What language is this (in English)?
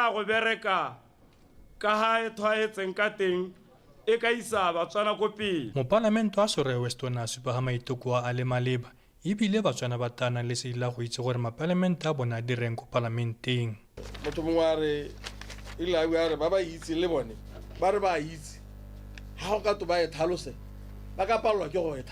Tswana